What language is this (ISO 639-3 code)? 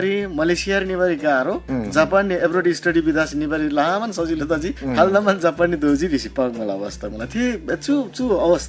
taj